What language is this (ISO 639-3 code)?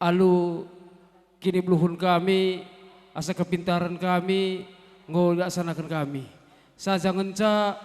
btx